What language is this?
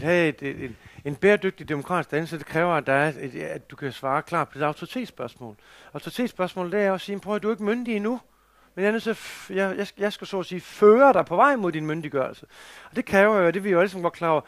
Danish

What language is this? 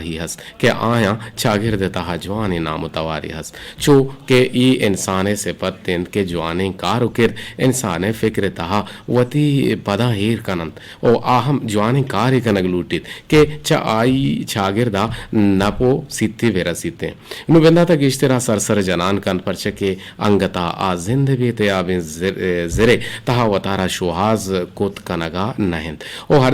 Eastern Balochi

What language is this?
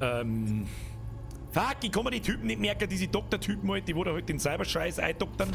Bavarian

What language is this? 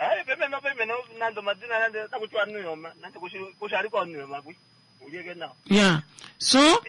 Kuanyama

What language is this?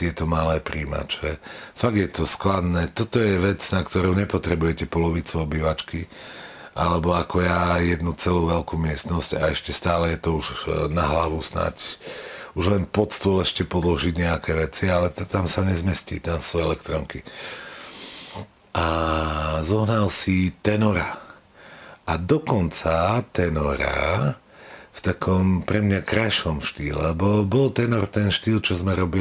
Slovak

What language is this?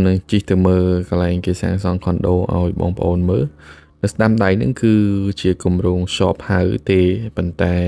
Khmer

